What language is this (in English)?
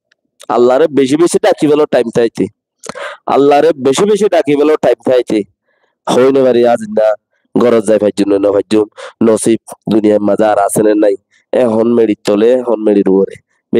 Rohingya